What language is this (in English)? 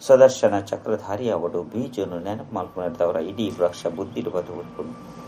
Tulu